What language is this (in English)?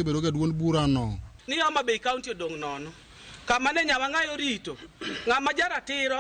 Luo (Kenya and Tanzania)